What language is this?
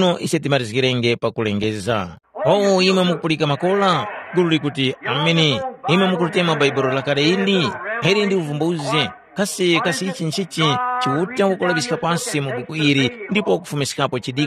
Tumbuka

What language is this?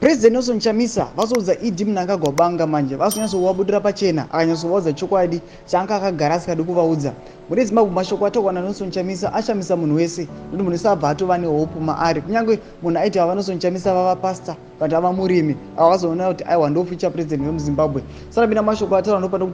Shona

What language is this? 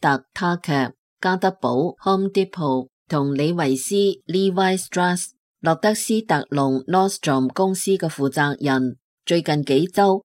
Cantonese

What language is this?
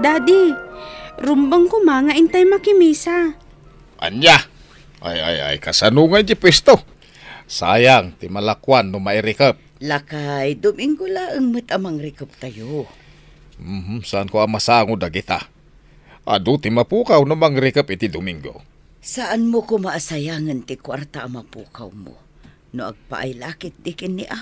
Iloko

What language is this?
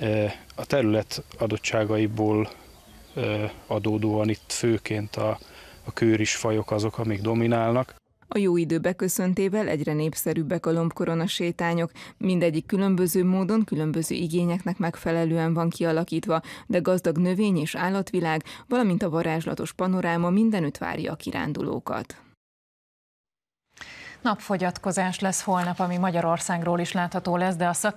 Hungarian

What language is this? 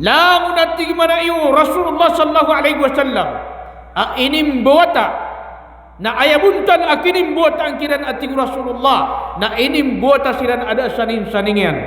Maranao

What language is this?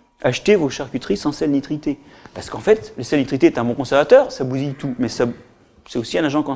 French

